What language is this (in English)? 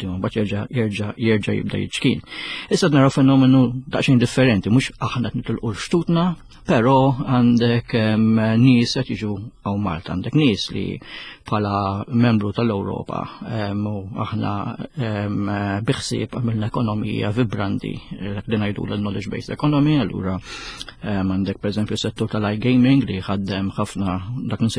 Maltese